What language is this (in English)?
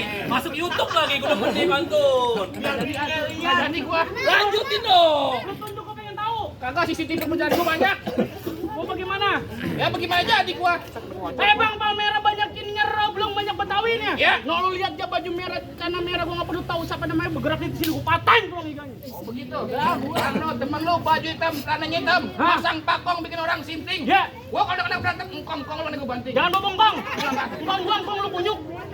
Betawi